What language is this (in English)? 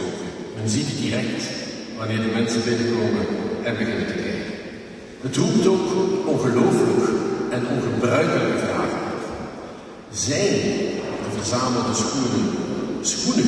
Dutch